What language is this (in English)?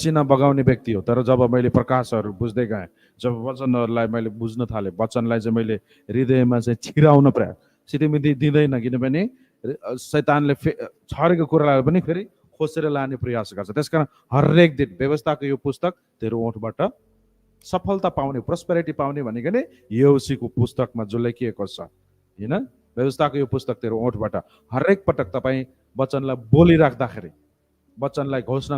Nepali